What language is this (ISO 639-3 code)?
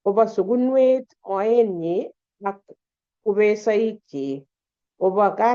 kln